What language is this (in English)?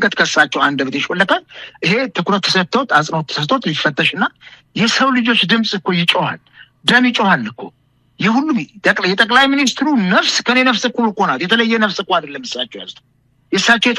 Amharic